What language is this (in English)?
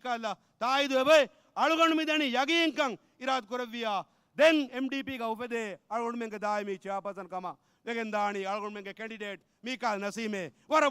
Divehi